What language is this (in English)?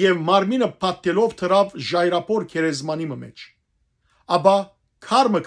Western Armenian